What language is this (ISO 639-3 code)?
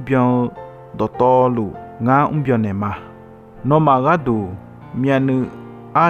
ahk